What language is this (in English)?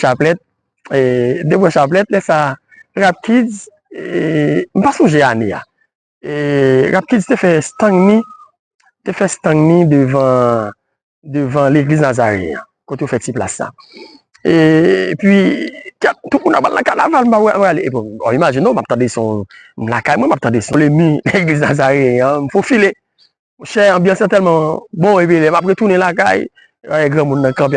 Haitian Creole